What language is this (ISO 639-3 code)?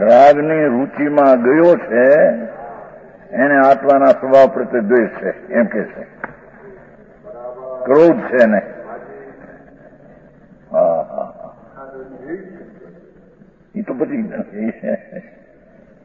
guj